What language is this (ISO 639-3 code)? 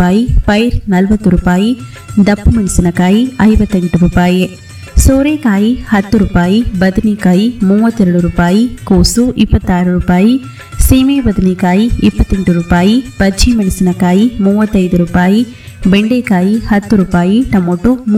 kan